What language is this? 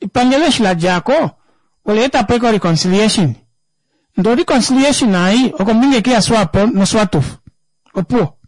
Kuanyama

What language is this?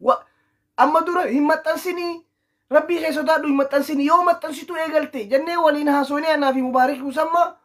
Oromo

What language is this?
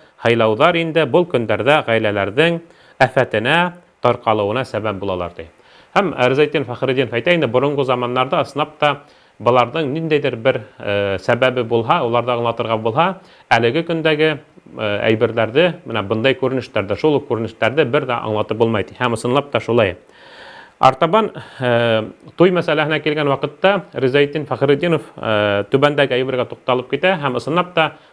Bashkir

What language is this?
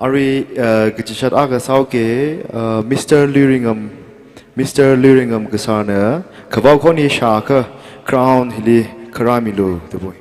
Tangkhul Naga (India)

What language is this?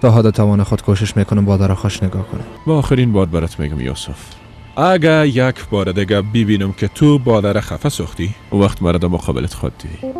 Persian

